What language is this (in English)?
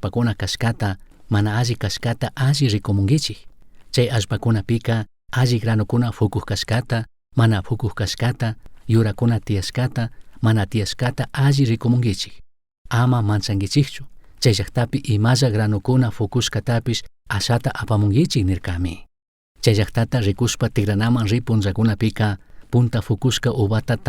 Chimborazo Highland Quichua